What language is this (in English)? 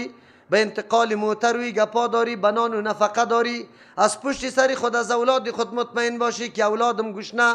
Persian